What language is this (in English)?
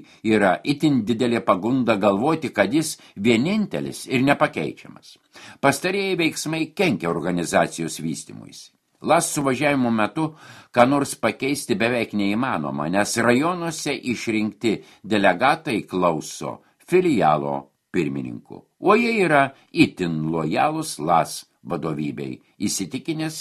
Lithuanian